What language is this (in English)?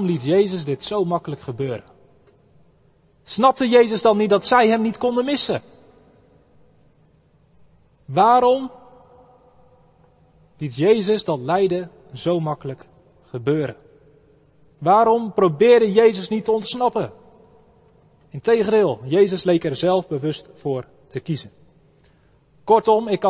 Dutch